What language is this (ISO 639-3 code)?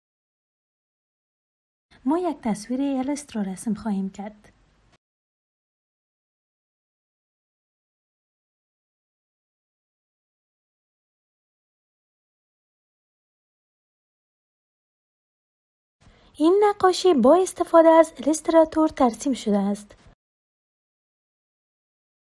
fas